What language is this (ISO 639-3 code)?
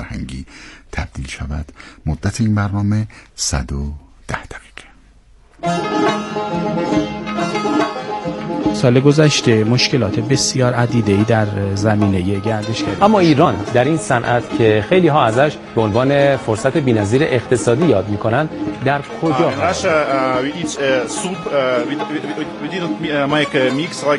fas